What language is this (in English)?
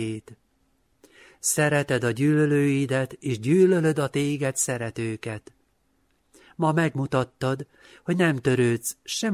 Hungarian